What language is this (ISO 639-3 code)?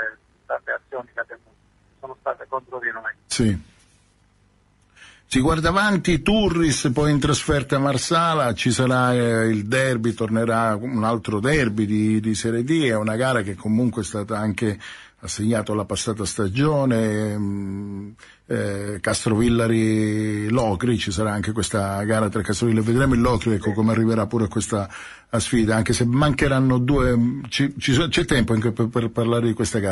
ita